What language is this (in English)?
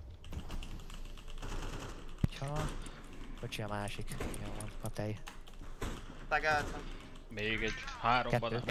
Hungarian